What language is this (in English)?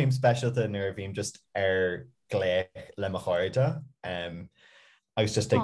Irish